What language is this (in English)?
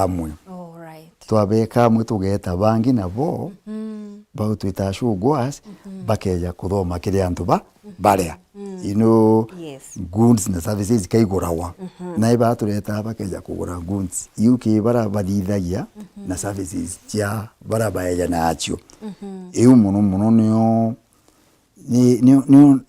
Meru